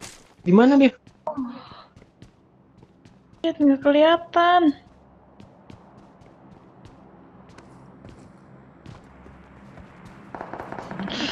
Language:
Indonesian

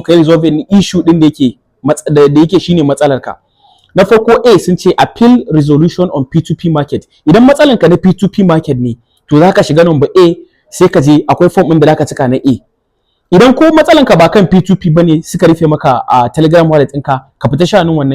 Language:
Hausa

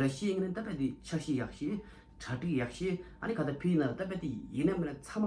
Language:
Tibetan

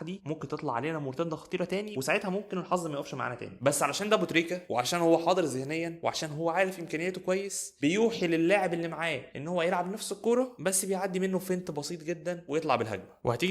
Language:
Egyptian Arabic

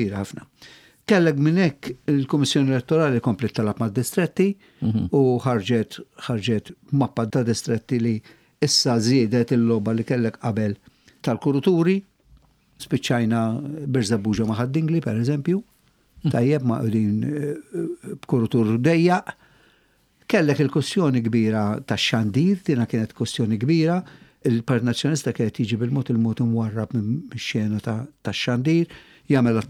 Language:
Maltese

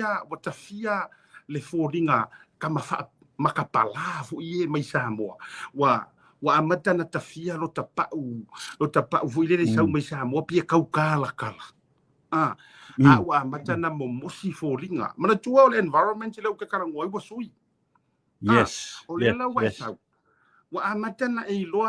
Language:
Samoan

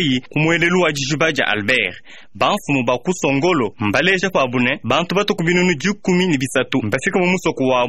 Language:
Luba-Lulua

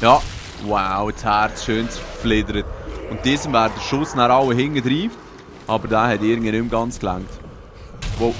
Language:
Swiss German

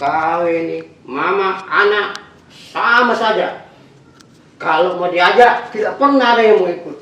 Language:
Makassar Malay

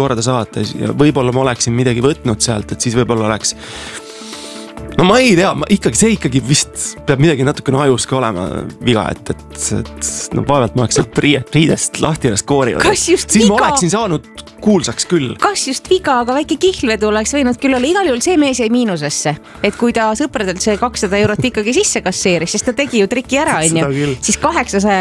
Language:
Estonian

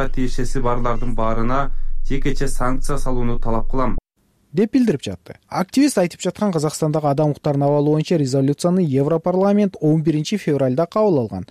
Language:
Kyrgyz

